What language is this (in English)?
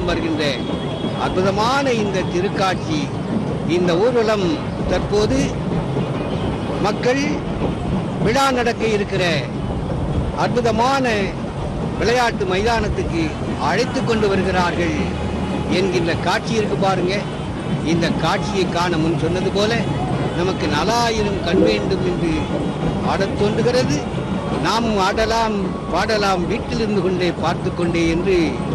Tamil